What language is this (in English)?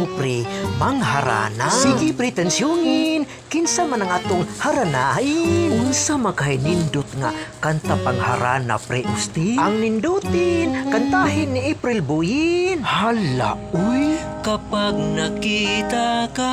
Cebuano